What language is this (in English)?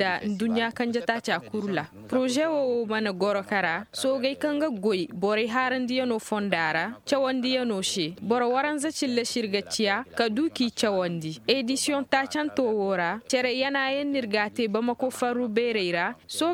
Koyraboro Senni